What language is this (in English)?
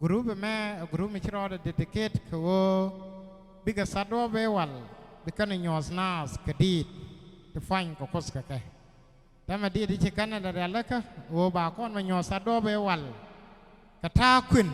Nuer